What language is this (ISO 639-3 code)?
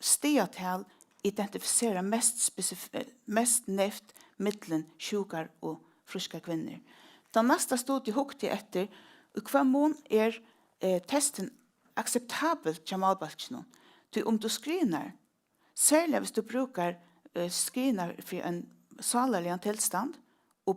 fao